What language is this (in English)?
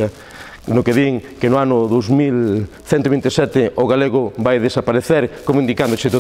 Galician